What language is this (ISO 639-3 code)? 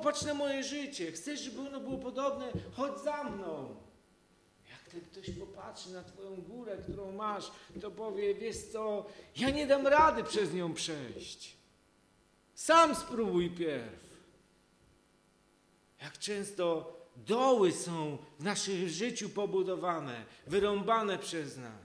pol